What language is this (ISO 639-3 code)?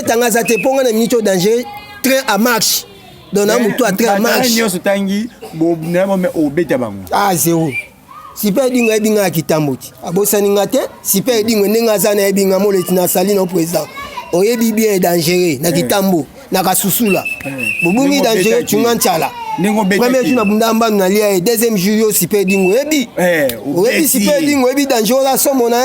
lin